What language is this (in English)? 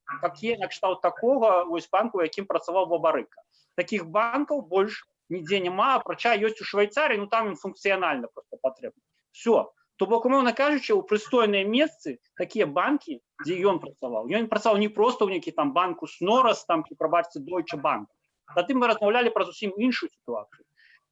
Belarusian